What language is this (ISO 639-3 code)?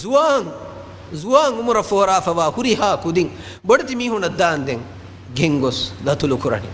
div